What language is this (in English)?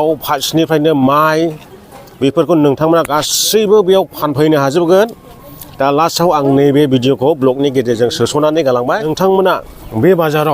Bodo